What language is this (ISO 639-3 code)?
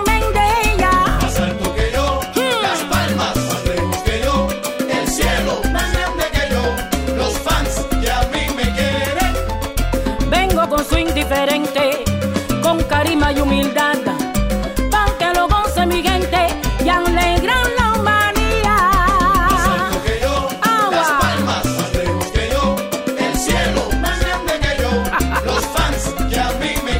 spa